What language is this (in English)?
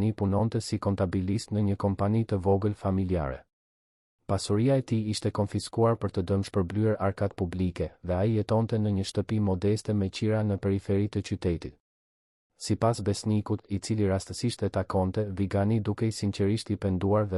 Albanian